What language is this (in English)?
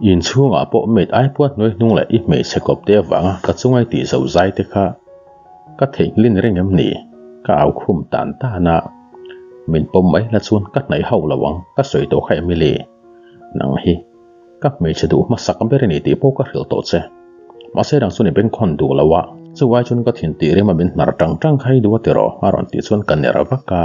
Mizo